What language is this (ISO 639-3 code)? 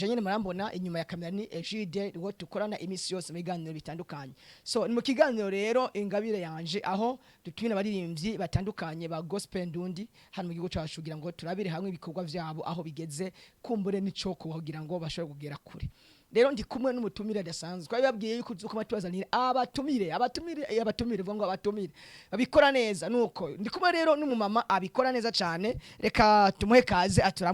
run